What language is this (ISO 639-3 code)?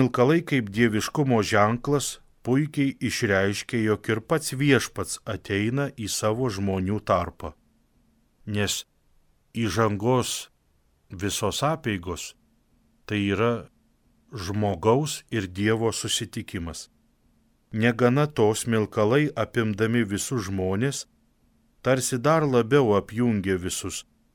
lit